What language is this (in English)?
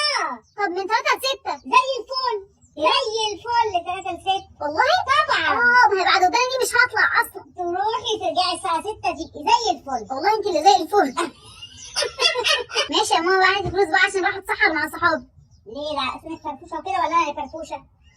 Egyptian Arabic